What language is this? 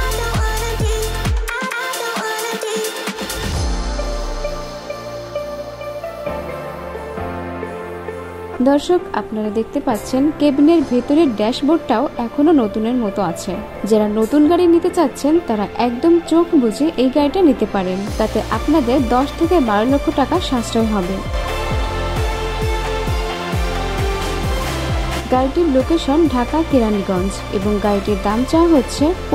Bangla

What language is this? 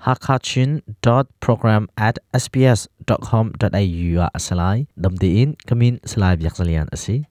Hakha Chin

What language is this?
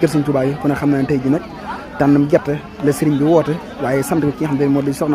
Wolof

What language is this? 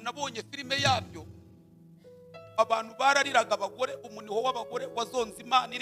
Kinyarwanda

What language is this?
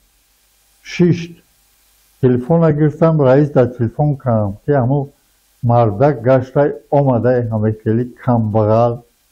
Tajik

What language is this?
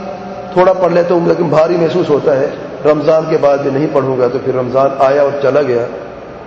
Urdu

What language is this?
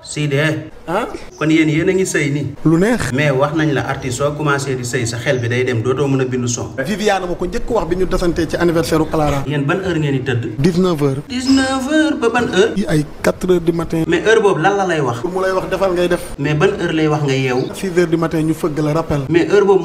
Wolof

